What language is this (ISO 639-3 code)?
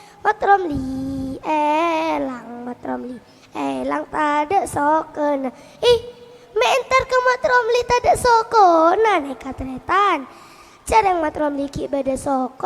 mad